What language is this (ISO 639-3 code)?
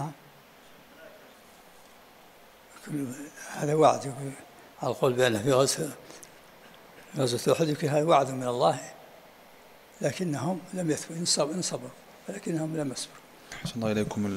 ara